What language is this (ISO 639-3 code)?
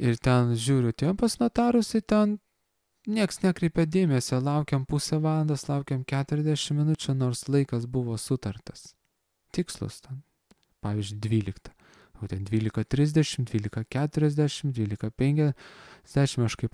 lit